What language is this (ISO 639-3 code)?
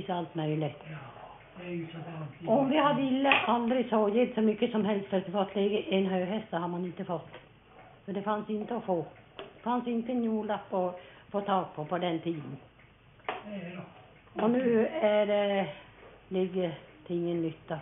swe